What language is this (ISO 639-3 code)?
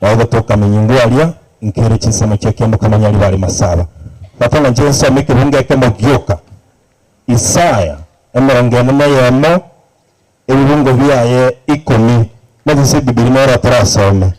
guz